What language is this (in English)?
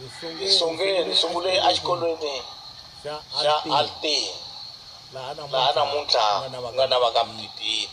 Tsonga